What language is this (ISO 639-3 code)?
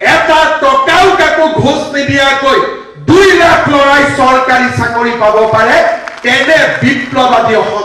asm